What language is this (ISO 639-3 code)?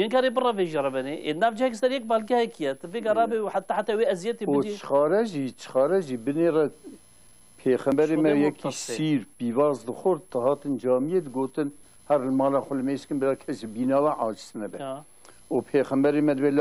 kur